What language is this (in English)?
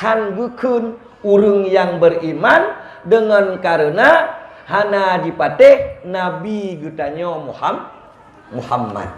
Achinese